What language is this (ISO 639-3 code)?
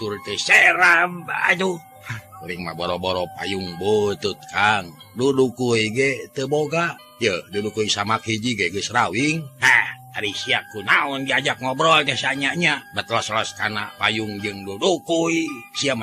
sun